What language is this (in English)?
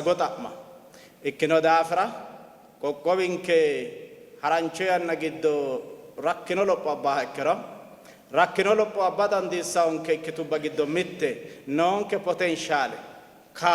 Sidamo